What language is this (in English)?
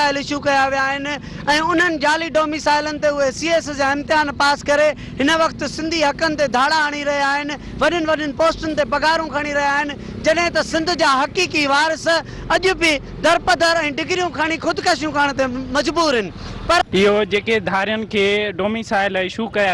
Sindhi